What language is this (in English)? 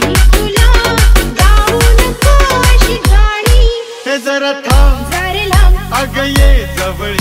Marathi